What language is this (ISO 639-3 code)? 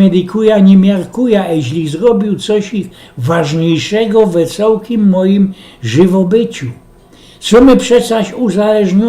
szl